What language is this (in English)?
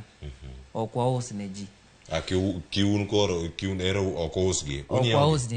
Luo (Kenya and Tanzania)